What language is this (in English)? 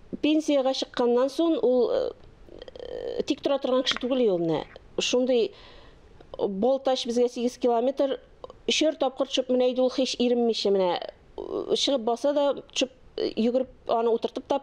Tatar